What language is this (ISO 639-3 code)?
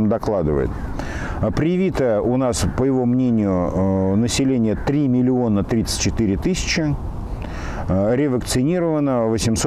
rus